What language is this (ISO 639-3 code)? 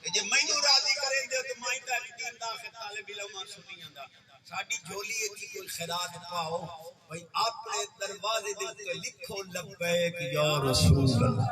skr